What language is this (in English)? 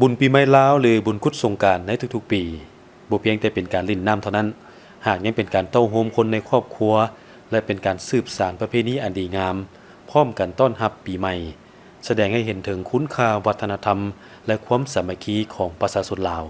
Lao